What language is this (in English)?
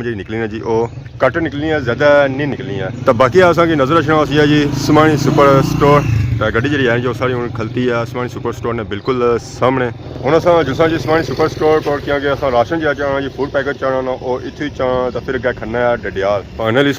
Pahari-Potwari